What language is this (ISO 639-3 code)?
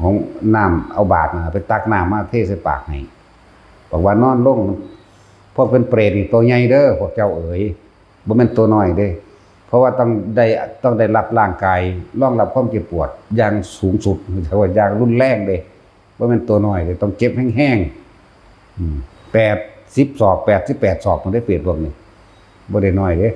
lao